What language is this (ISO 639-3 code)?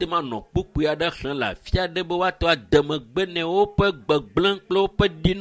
ewe